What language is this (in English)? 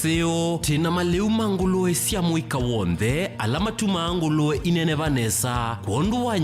Kamba